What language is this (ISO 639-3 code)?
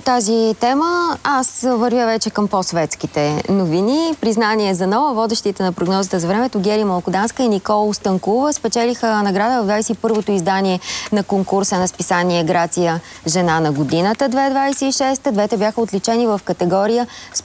bul